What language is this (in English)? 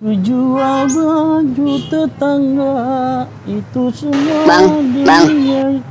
Betawi